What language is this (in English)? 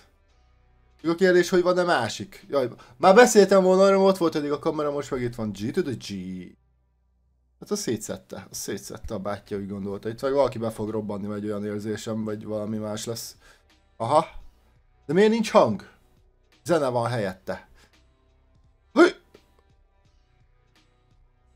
Hungarian